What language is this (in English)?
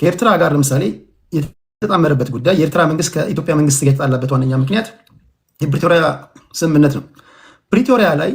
Amharic